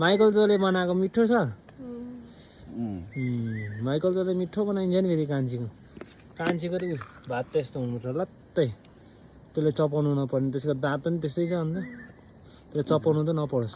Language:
Nepali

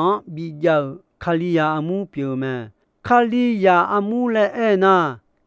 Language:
Akha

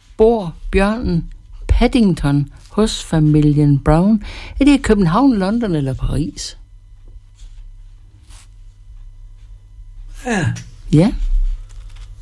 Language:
Danish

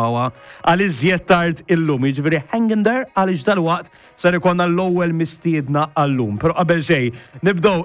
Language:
Maltese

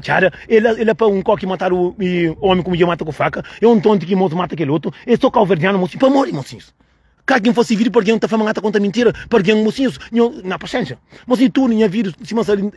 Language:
Kabuverdianu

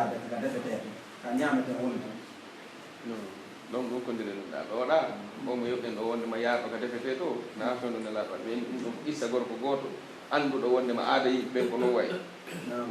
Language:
Pular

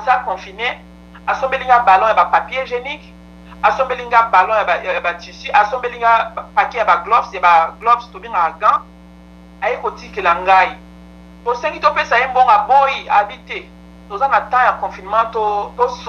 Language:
Lingala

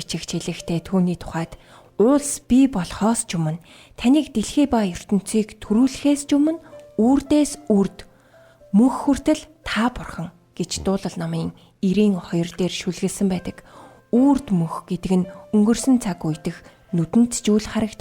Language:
Mongolian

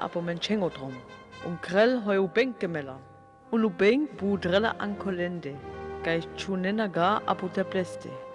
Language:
Sinte Romani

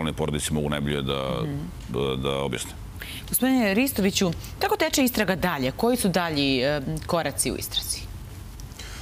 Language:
Serbian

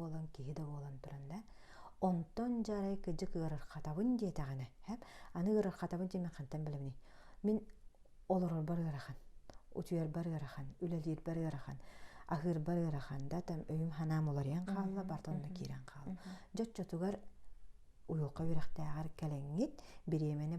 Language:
Yakut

